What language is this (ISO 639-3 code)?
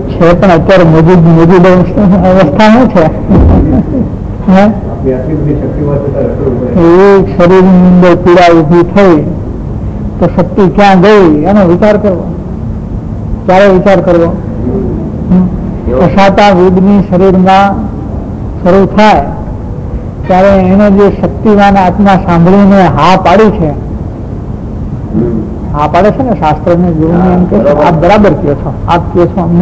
guj